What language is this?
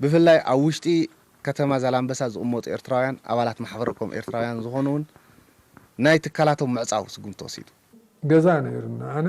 Tigrinya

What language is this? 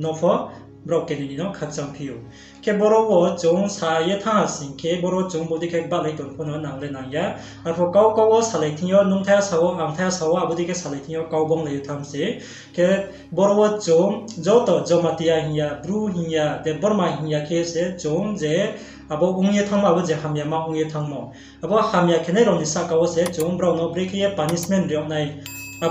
Riang (India)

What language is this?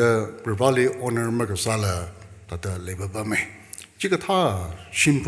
Tangkhul Naga (India)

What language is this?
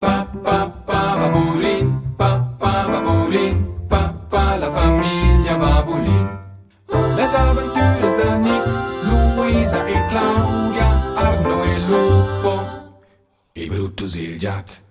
Romansh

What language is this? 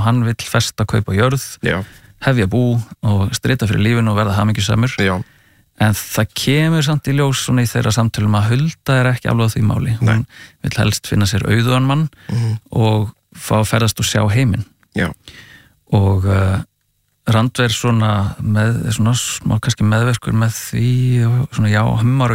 Icelandic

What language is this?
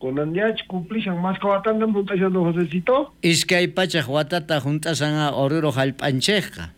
South Bolivian Quechua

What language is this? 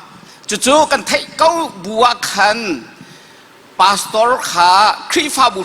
Hakha Chin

